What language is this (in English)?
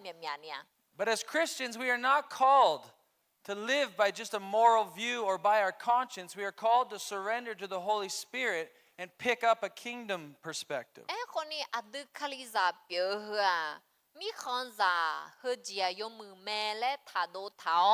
Akha